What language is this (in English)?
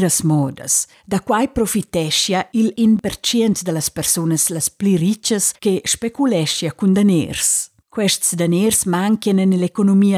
Romansh